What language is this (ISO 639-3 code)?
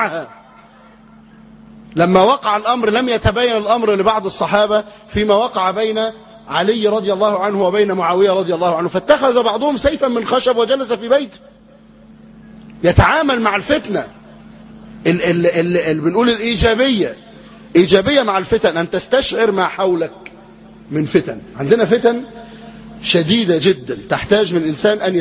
ara